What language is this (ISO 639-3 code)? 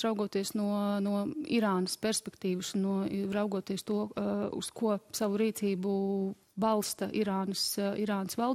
lav